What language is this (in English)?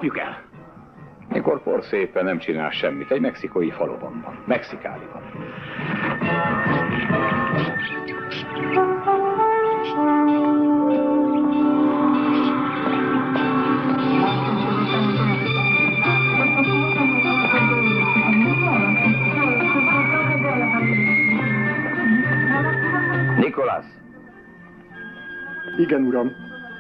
Hungarian